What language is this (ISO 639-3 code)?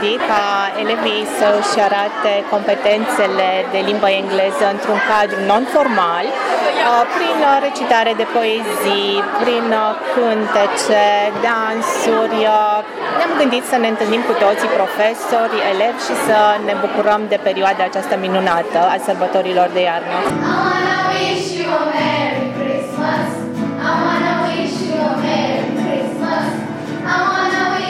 ron